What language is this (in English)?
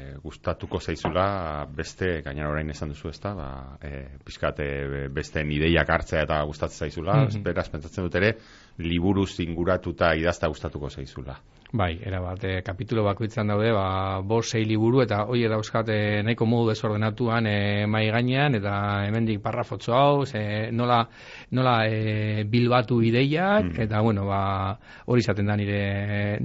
Basque